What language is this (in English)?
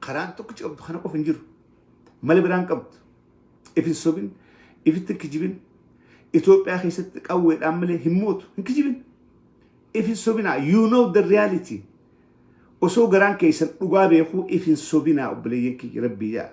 Oromo